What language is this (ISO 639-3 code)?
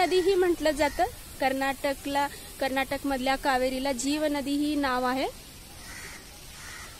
mar